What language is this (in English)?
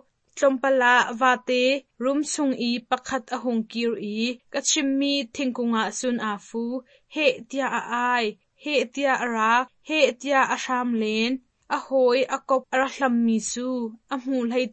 Hakha Chin